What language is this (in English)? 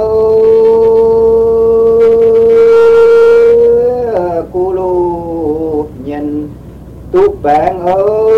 Vietnamese